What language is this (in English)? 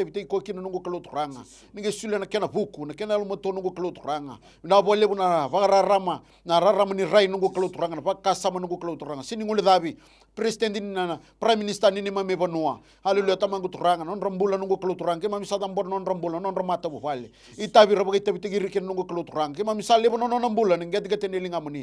Fijian